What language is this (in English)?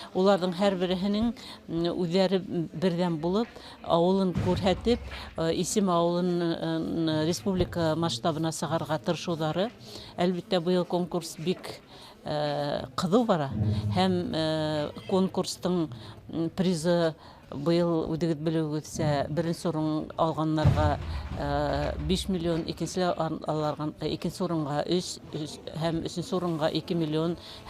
Bashkir